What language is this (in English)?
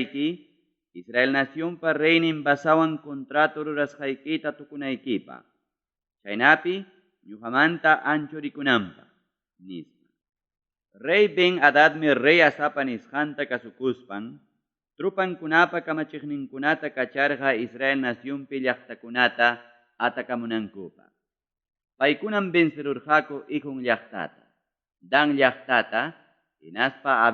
Ayacucho Quechua